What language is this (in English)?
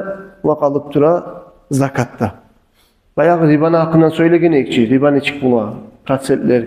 Kumyk